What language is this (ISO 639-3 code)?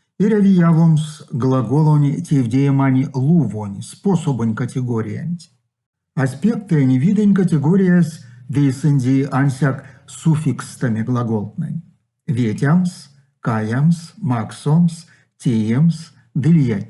myv